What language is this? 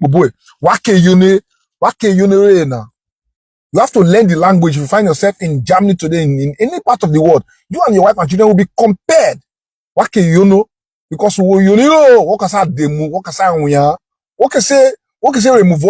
Urhobo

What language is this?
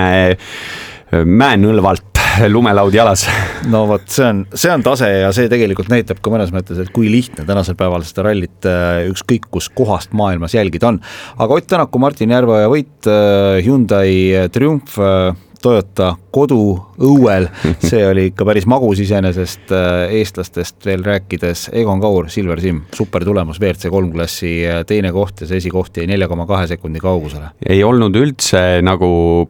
Estonian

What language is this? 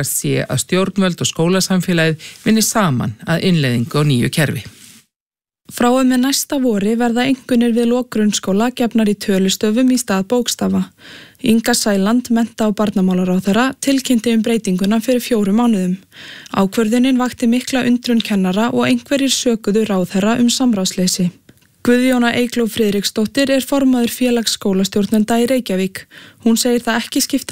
Icelandic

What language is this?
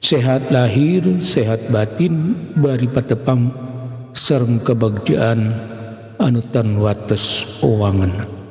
Sundanese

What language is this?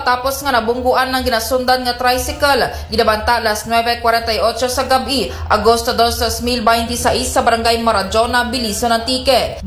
Aklanon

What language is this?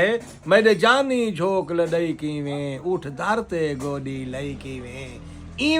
Saraiki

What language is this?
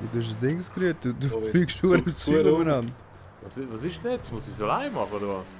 Swiss German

